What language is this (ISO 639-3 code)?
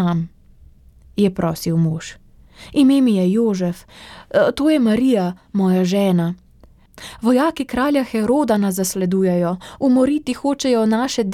slv